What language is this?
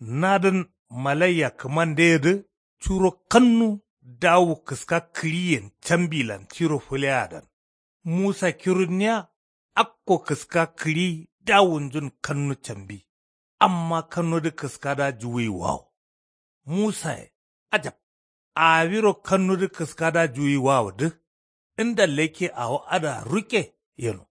Kanuri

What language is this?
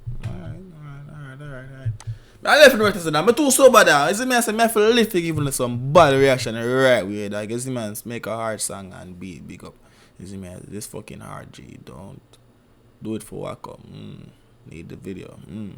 Jamaican Creole English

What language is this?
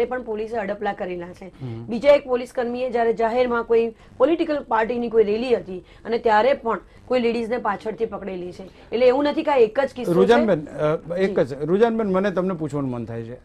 Gujarati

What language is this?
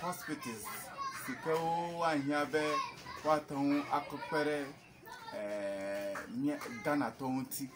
Ewe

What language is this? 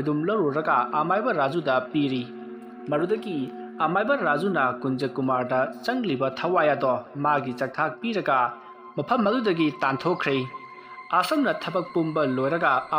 Manipuri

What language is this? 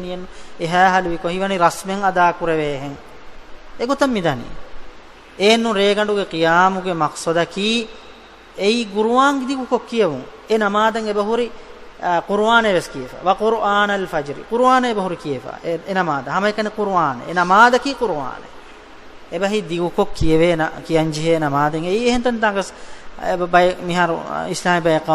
Divehi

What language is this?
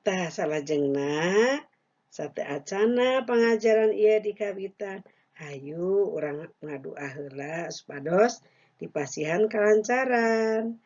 Sundanese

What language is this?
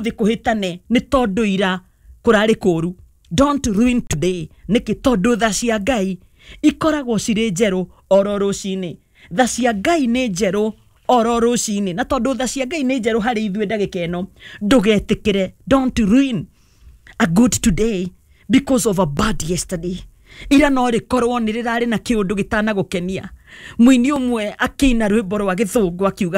Kikuyu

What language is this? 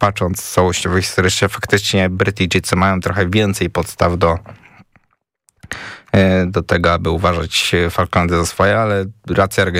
Polish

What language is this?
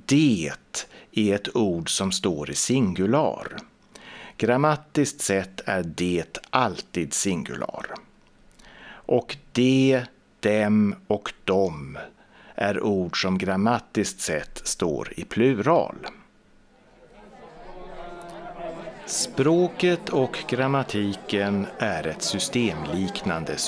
Swedish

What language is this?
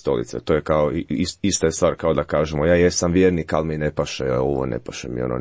Croatian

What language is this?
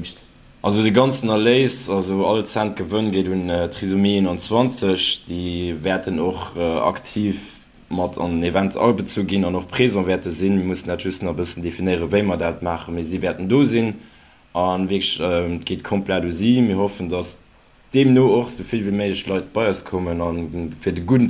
Luxembourgish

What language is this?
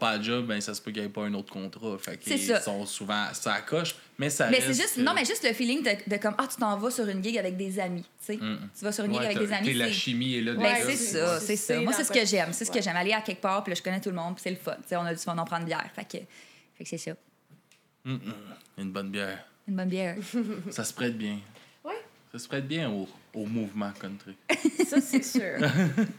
French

